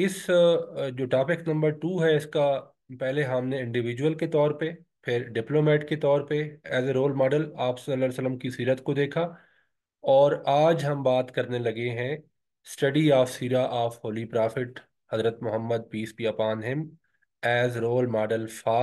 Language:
Urdu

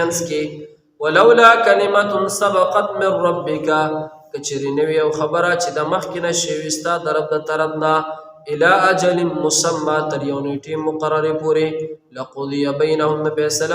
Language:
Pashto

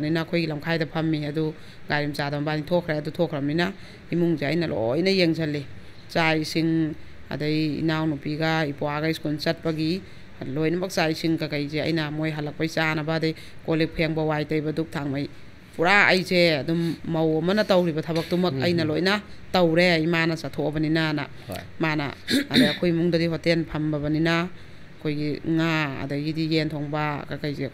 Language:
Manipuri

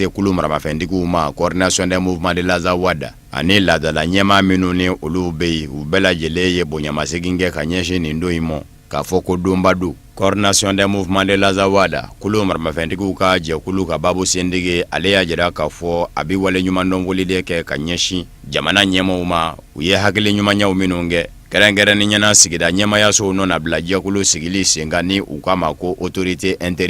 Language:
Bambara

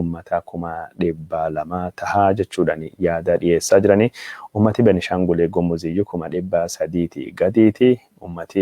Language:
Oromo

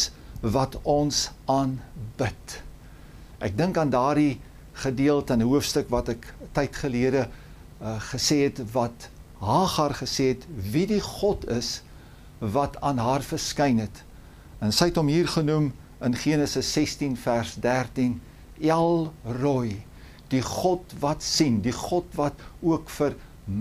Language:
Afrikaans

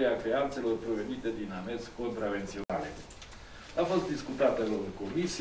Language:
Romanian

